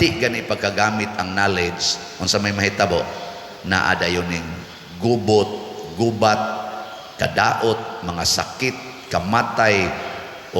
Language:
Cebuano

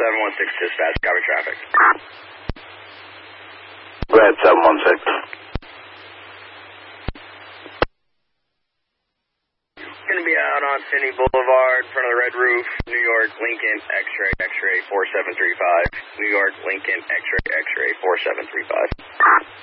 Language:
English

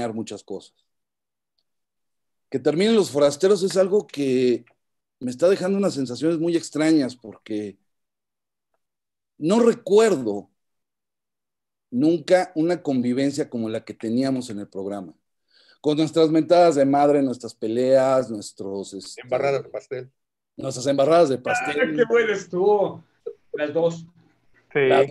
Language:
Spanish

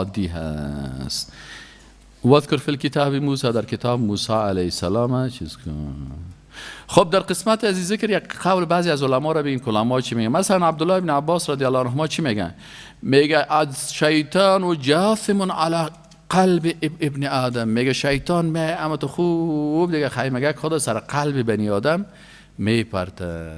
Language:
Persian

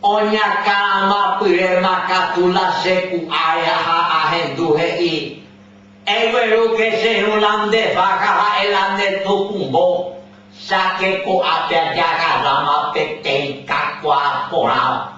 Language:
Guarani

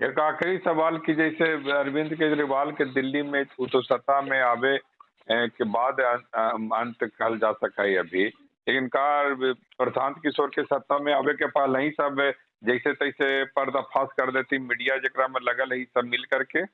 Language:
Magahi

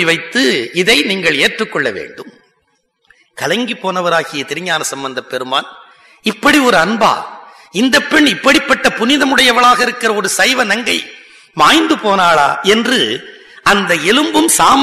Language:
Tamil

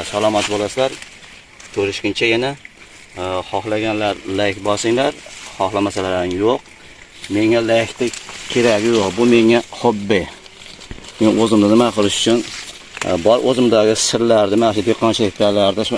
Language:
Uzbek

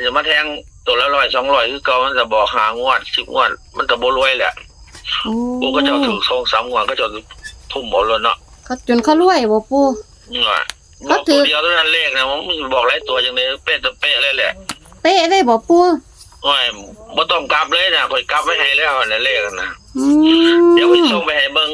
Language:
Northeastern Thai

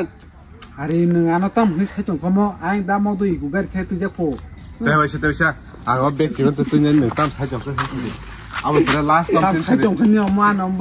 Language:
Kok Borok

